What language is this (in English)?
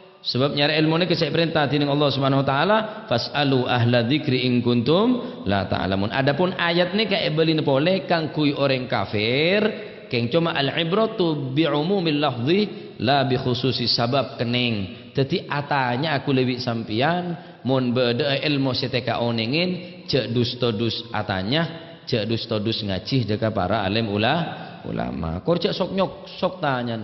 Madurese